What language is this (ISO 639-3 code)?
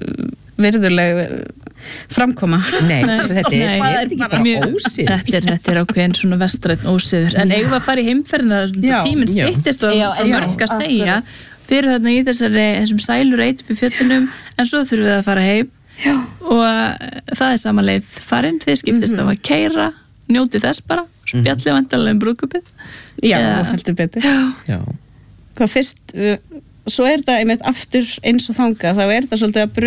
isl